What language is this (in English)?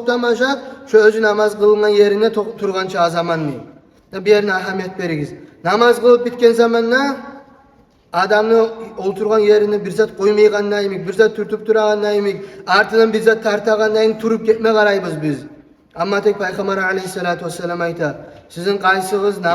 Kumyk